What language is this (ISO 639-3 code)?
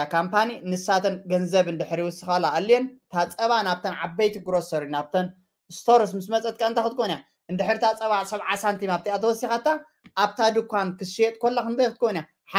tir